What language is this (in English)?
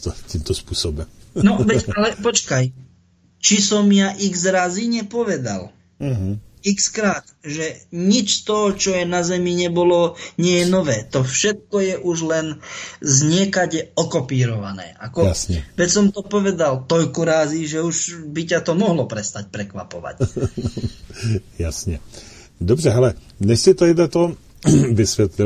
Slovak